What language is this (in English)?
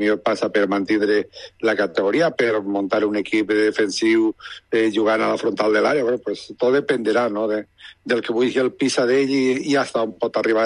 Catalan